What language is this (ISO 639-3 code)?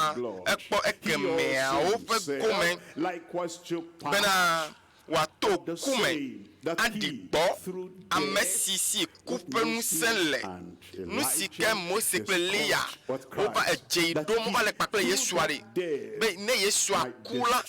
ewe